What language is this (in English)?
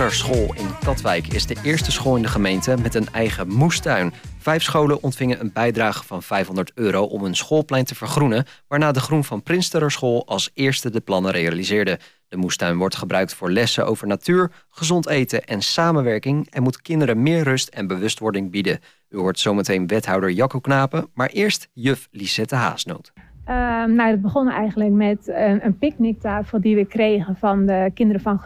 Dutch